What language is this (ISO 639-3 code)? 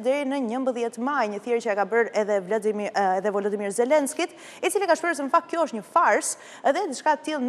sqi